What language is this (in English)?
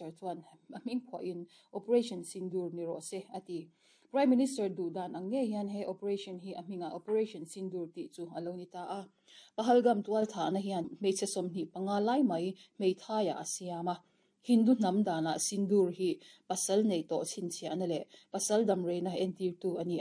Mizo